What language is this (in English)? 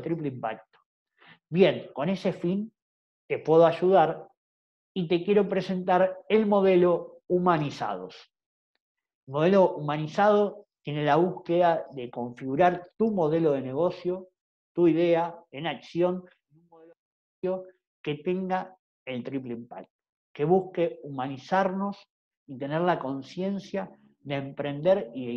Spanish